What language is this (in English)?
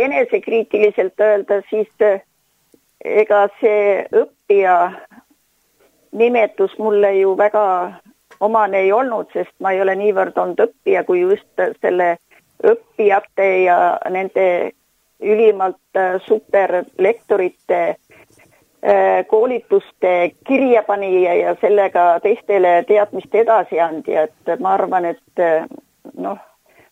Estonian